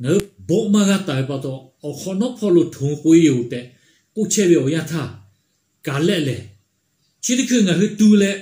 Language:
Lahu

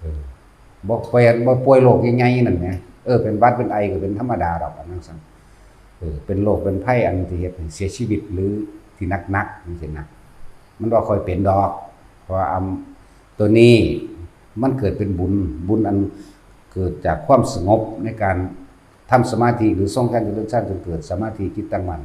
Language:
Northeastern Thai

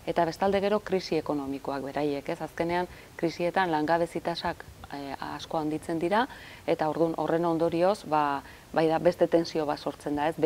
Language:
Basque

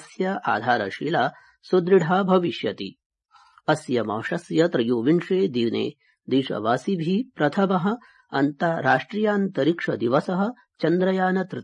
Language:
Sanskrit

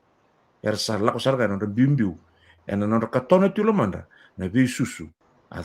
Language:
Fijian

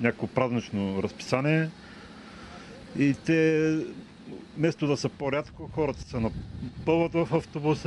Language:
Bulgarian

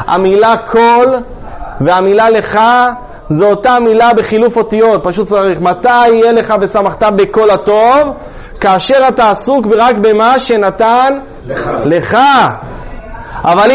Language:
Hebrew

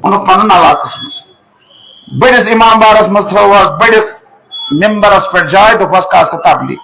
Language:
Kashmiri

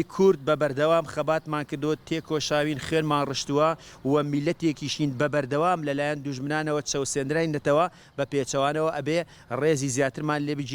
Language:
Central Kurdish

